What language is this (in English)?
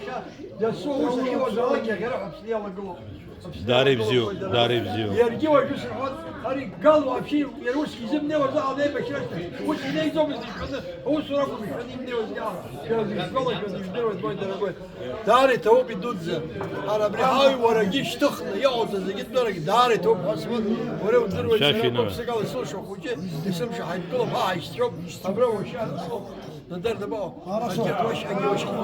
Abkhazian